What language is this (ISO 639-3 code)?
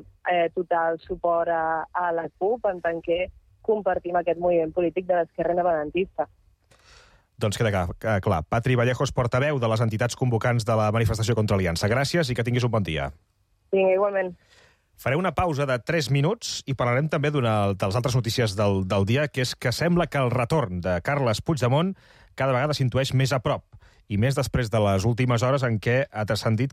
cat